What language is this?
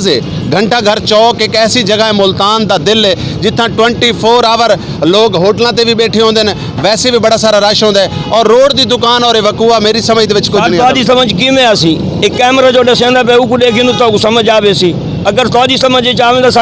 Saraiki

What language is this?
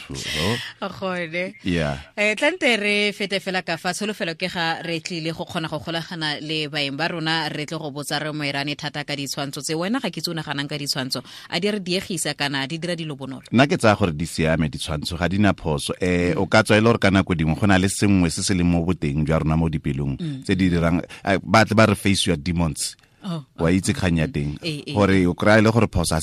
Tswana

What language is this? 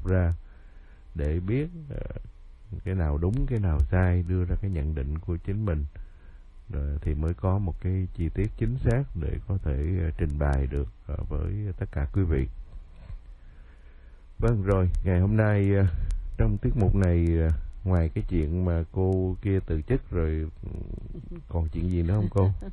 Vietnamese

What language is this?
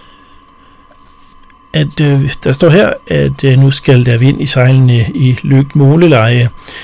Danish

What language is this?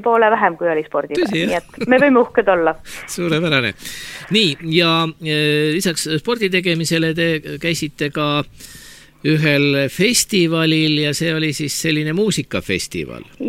Estonian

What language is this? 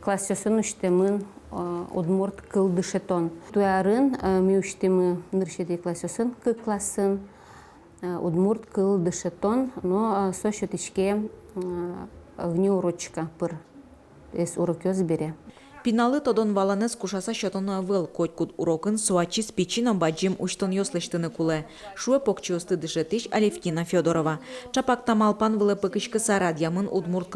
Udmurt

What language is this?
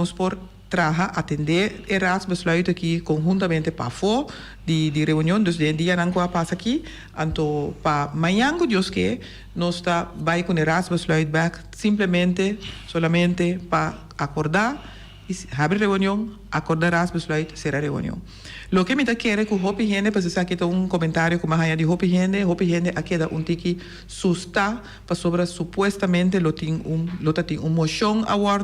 Papiamento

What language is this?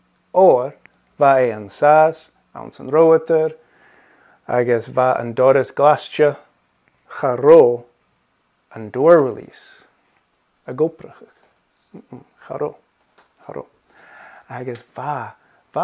Scottish Gaelic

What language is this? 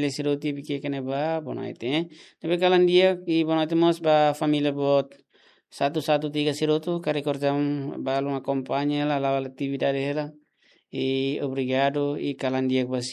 Tetum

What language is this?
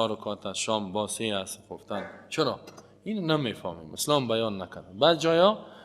Persian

